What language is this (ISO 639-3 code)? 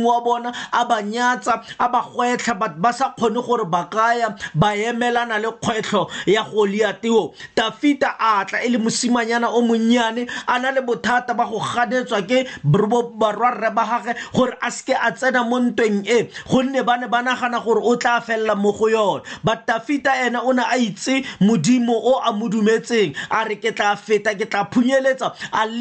tsn